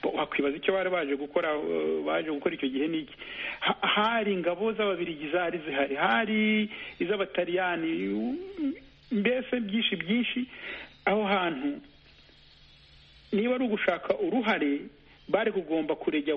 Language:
Kinyarwanda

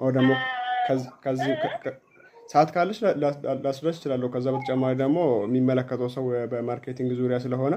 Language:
Amharic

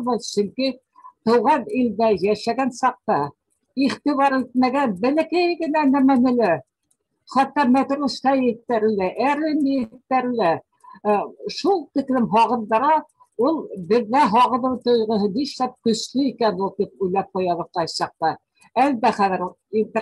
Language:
Bashkir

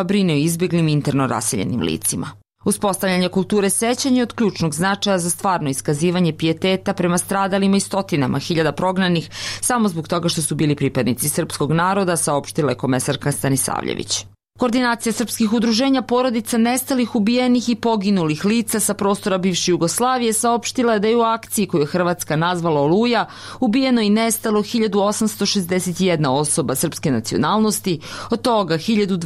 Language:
Serbian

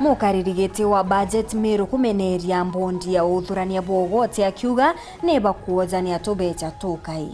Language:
Meru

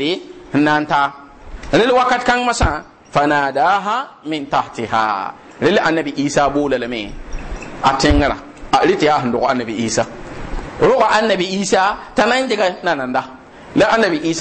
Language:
Mossi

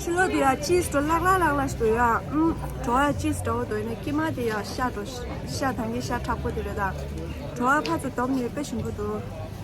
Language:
Tibetan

